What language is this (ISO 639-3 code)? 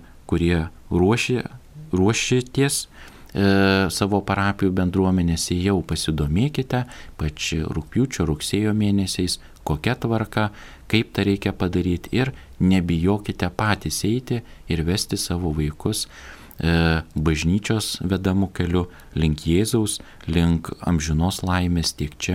lit